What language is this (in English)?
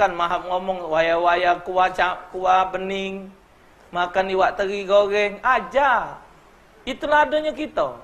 Musi